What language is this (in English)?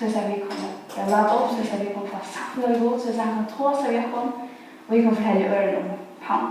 Faroese